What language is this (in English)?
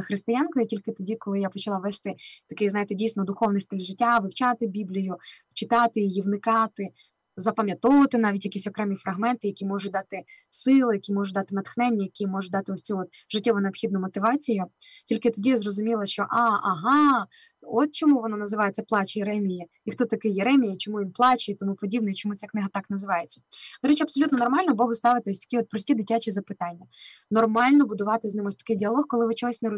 Ukrainian